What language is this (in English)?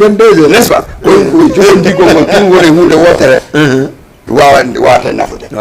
Fula